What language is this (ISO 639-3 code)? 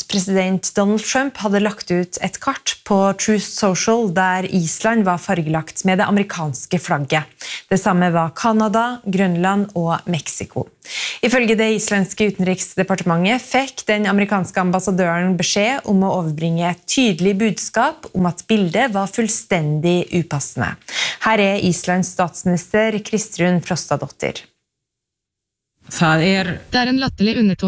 nor